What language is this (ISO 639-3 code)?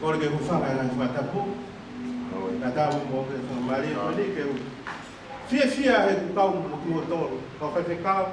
ton